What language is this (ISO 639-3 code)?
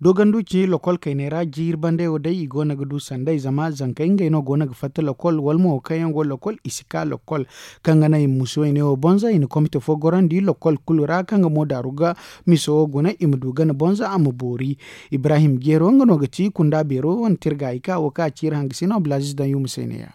dje